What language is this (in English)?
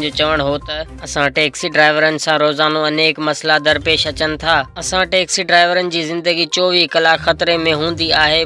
Sindhi